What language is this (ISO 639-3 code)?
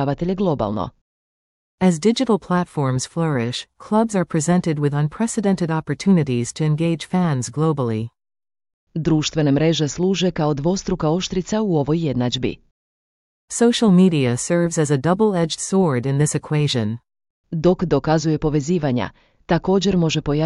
hrv